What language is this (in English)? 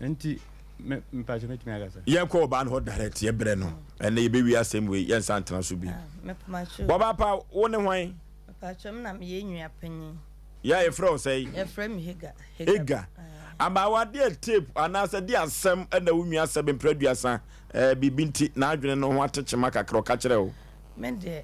Akan